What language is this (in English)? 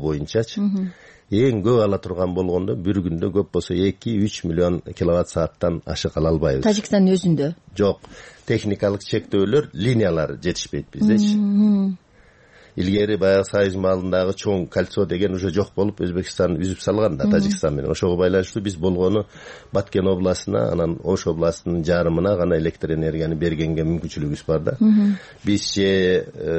Kyrgyz